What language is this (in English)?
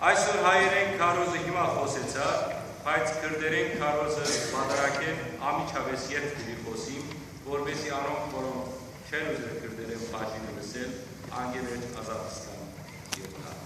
Western Armenian